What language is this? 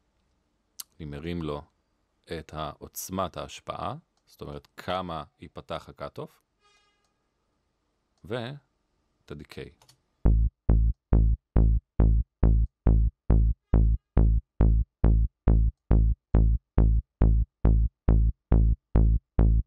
Hebrew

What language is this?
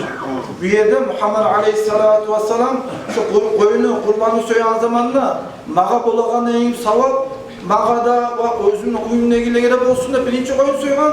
Kumyk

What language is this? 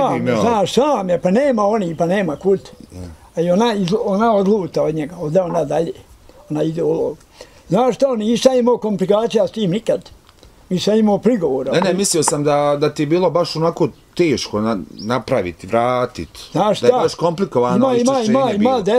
Bosnian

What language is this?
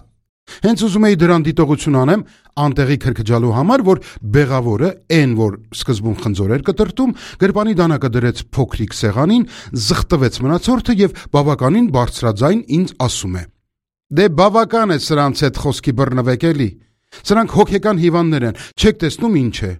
Armenian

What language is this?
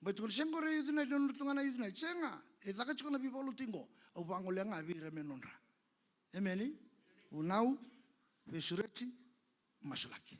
Fijian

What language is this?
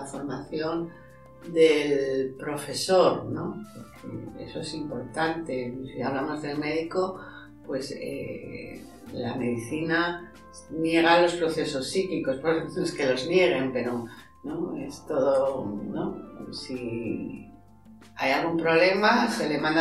Spanish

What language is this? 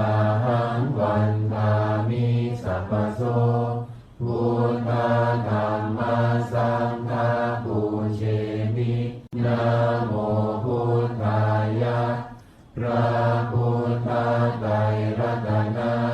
Pali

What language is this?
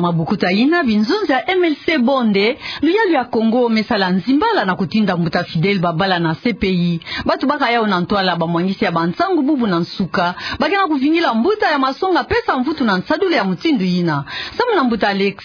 Kituba (Democratic Republic of Congo)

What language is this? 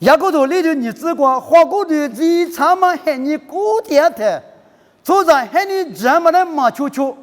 Lisu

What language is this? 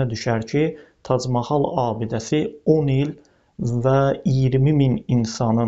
Azerbaijani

